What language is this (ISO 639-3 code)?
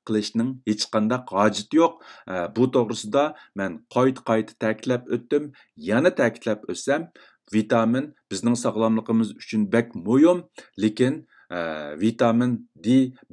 uig